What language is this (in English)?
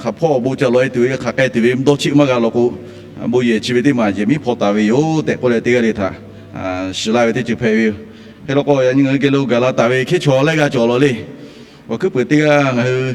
Lahu